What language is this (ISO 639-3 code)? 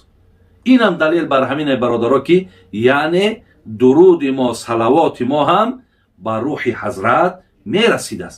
tgk